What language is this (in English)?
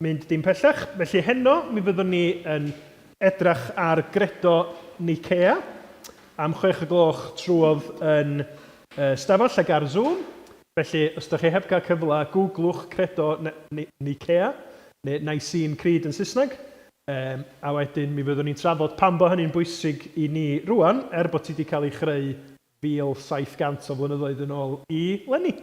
Welsh